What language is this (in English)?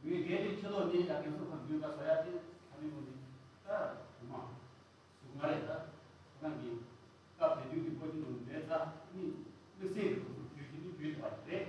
Tibetan